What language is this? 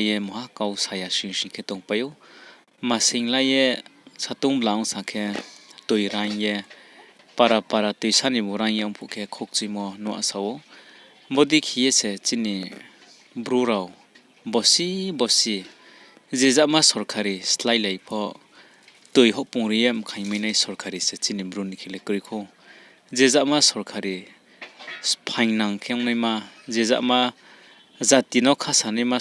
Riang (India)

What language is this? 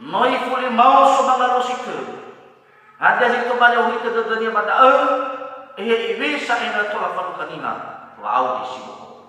Nias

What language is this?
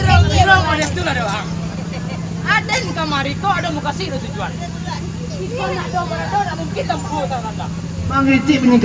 Minangkabau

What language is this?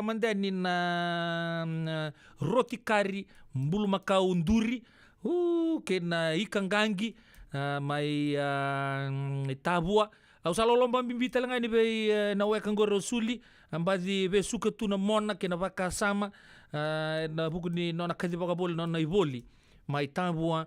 Fijian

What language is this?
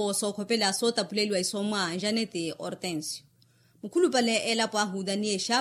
Makhuwa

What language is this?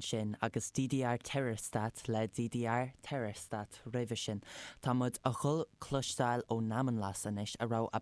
Irish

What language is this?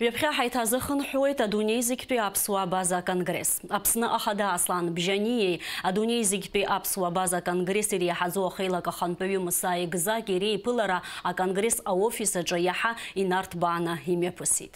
Abkhazian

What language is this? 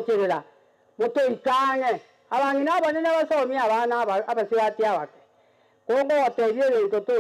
Gusii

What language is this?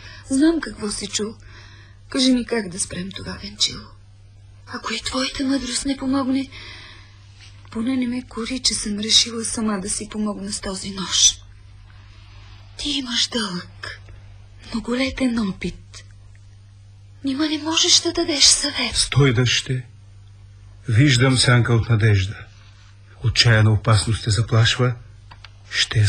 Bulgarian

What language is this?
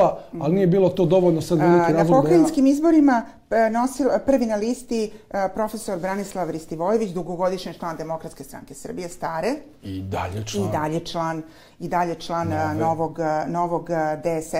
Serbian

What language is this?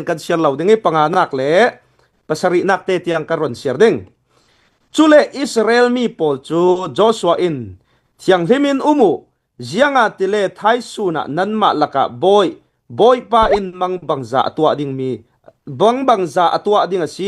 Hakha Chin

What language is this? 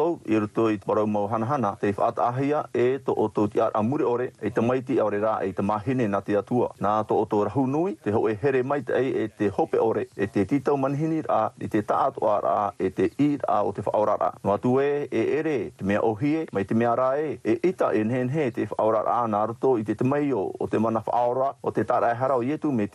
Tahitian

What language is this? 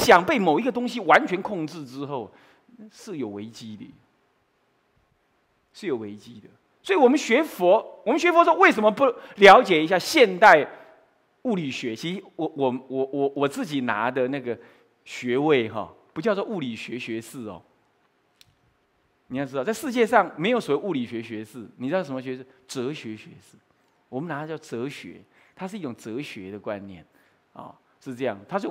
Chinese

